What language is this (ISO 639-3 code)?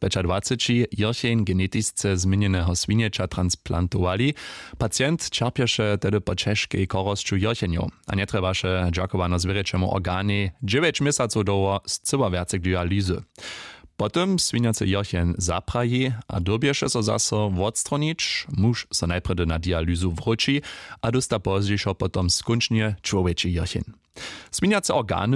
hsb